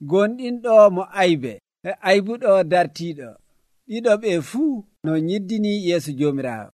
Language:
Nigerian Fulfulde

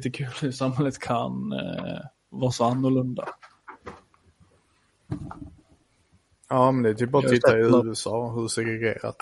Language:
Swedish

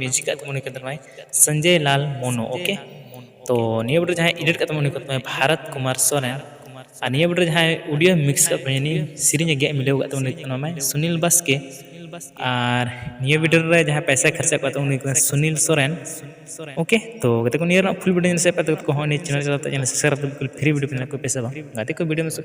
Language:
Santali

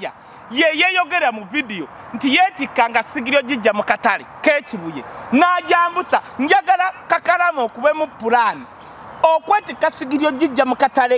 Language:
Ganda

